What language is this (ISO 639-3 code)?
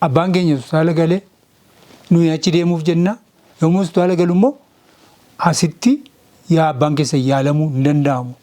orm